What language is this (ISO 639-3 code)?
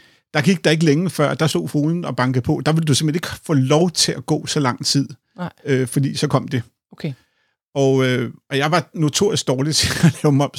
dan